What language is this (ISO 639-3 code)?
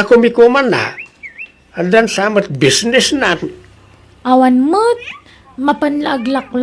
ilo